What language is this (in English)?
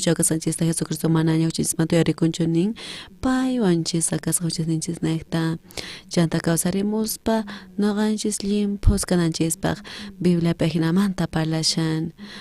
South Bolivian Quechua